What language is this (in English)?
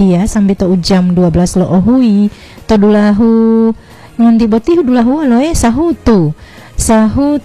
Gorontalo